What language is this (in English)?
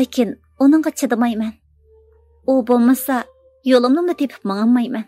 Uyghur